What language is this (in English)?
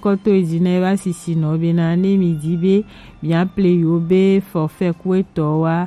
Gen